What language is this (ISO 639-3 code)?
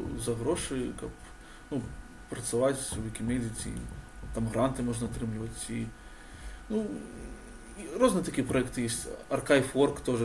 bel